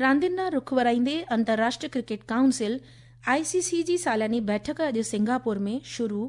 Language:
Sindhi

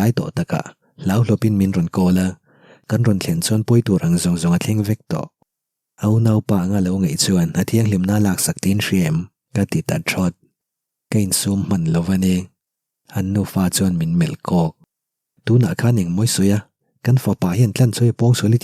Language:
Mizo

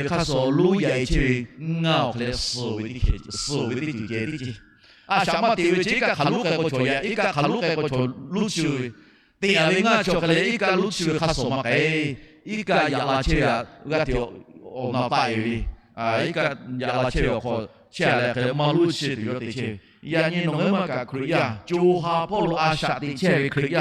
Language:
Lahu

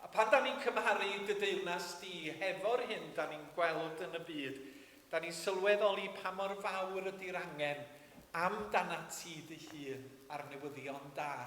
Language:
Welsh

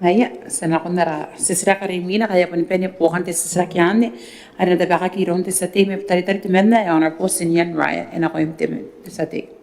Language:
Gilbertese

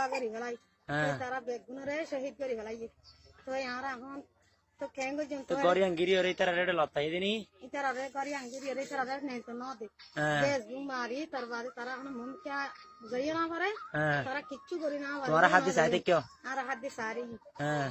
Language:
Rohingya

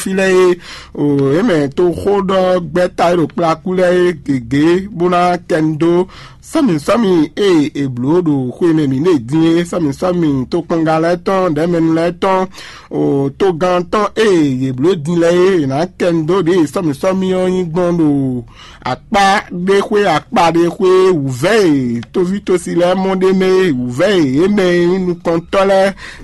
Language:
Fon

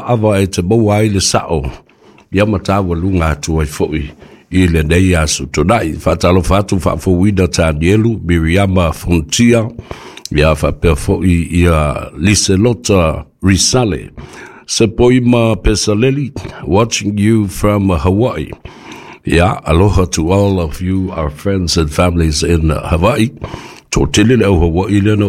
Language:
Samoan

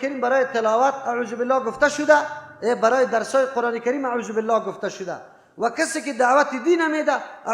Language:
Persian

